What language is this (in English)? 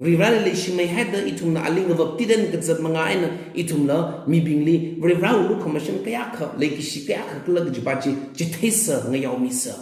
Tangkhul Naga (India)